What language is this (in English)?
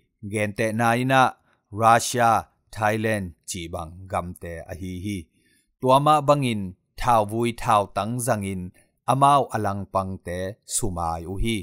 Tedim Chin